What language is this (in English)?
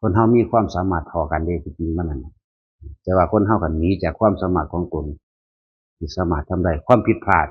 Northeastern Thai